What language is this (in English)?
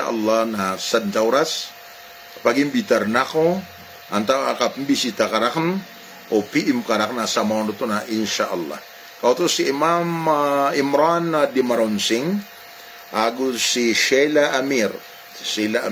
Maranao